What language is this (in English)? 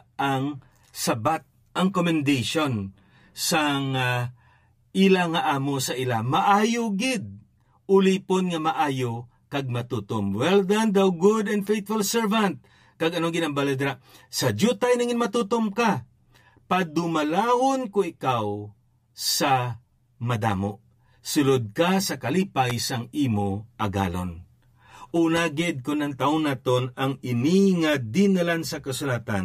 Hiligaynon